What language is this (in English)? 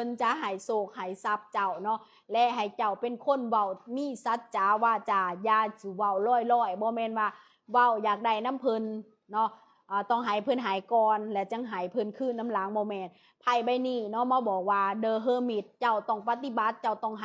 Lao